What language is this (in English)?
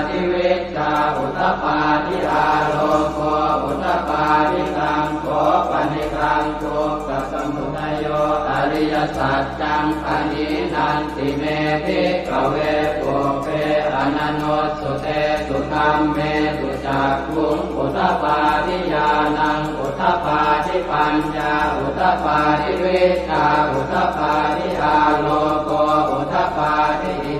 Pali